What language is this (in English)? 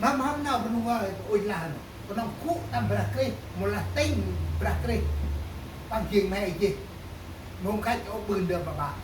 Central Mnong